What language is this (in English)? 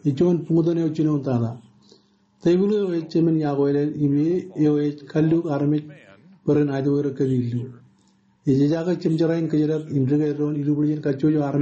Marshallese